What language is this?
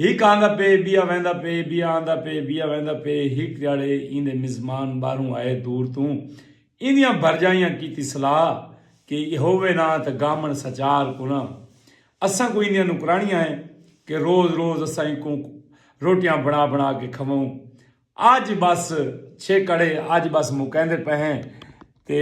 Saraiki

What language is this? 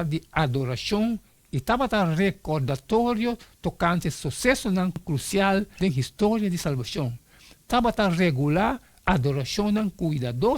Papiamento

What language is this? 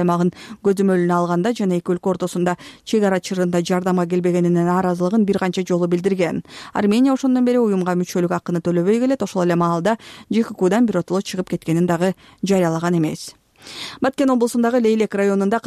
Kyrgyz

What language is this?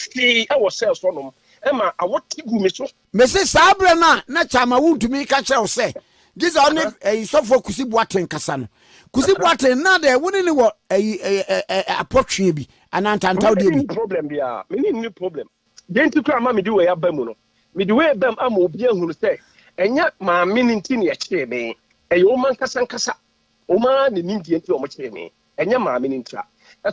Akan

